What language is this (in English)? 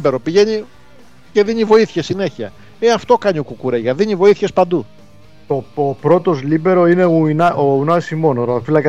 Greek